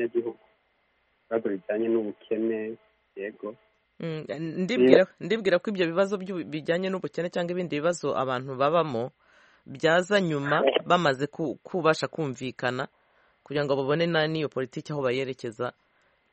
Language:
Kinyarwanda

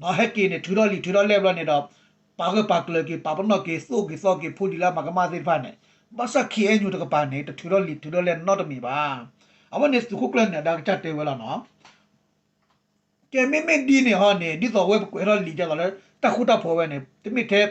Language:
S'gaw Karen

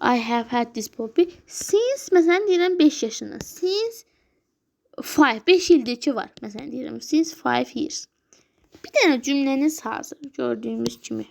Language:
Azerbaijani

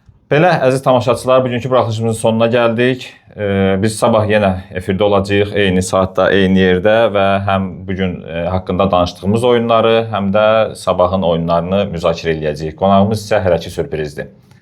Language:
Azerbaijani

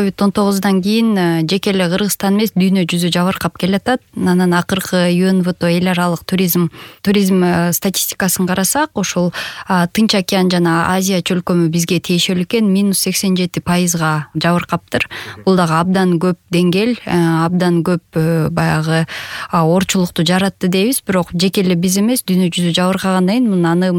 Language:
Kyrgyz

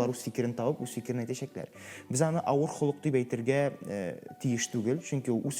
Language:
Tatar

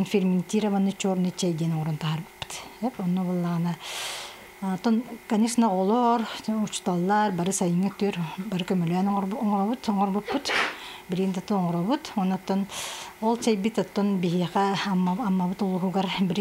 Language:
Yakut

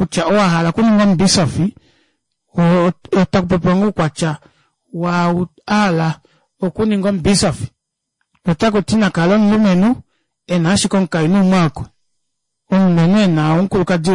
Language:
Kuanyama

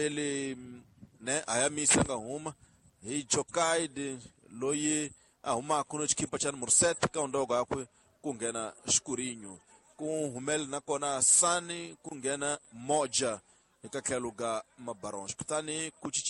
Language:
Tsonga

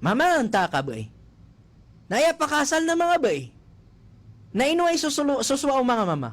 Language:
Maranao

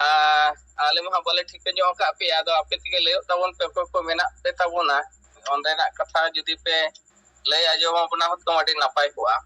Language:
Santali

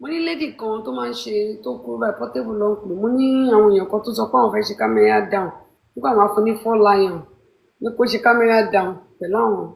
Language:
Yoruba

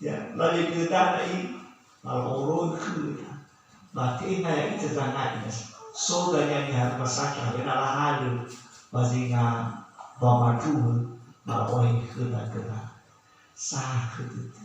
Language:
Nias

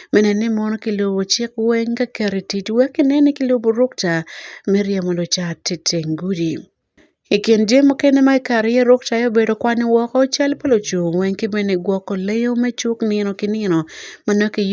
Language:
Acoli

